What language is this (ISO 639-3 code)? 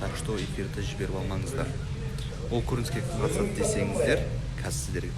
kaz